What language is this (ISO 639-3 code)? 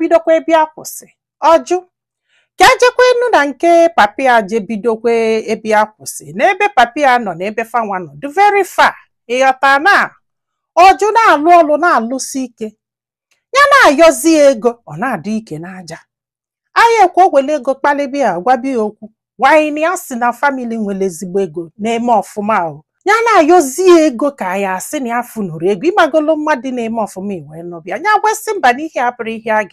ibo